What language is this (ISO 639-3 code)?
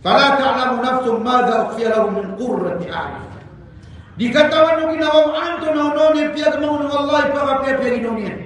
mrw